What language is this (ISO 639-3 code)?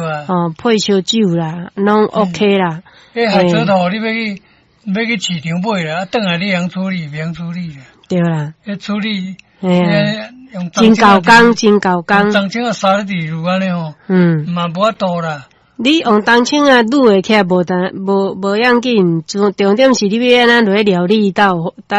nan